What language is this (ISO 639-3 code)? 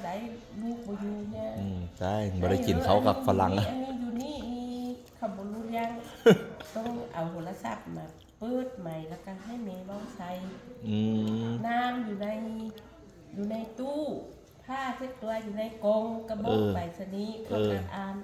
tts